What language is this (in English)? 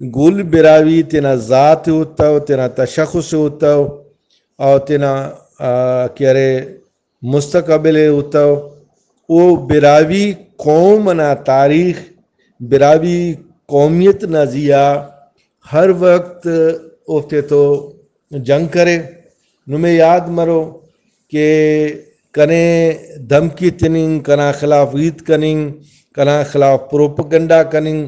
Brahui